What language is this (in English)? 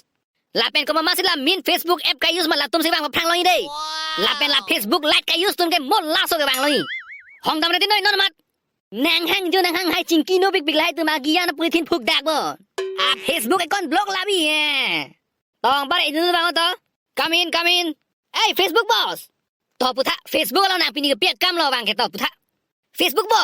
Karbi